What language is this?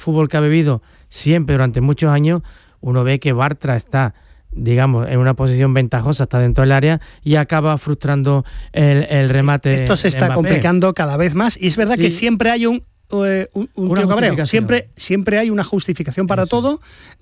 Spanish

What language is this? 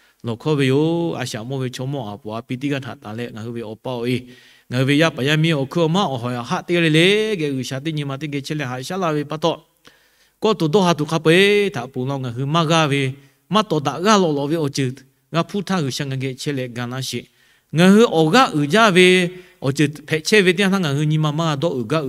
Lahu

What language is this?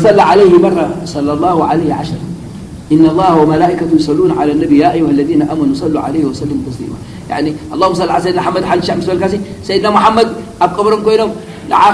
Tigrinya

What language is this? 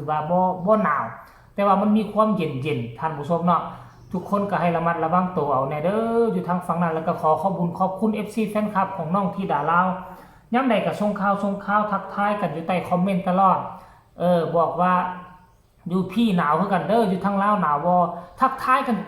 Northeastern Thai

